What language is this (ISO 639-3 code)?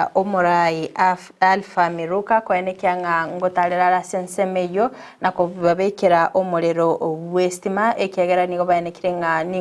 guz